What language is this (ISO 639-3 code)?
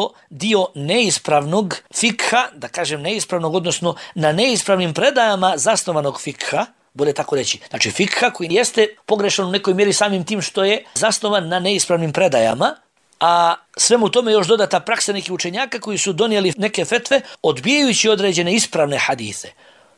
bos